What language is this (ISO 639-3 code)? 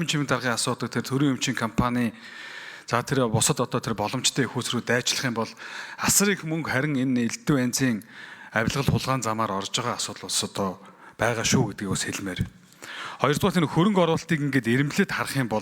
mon